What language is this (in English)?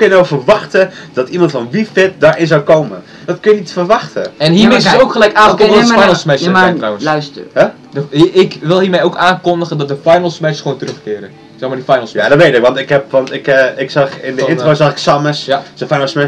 Dutch